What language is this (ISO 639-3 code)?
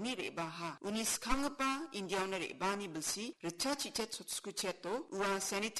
grt